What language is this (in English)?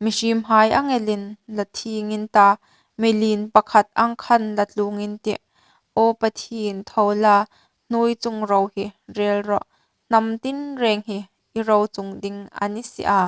Hmar